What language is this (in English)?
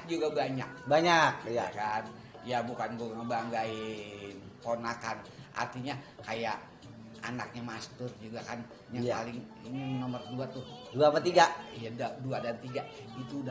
Betawi